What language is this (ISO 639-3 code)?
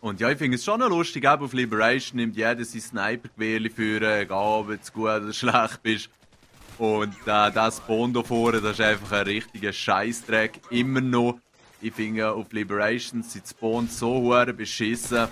gsw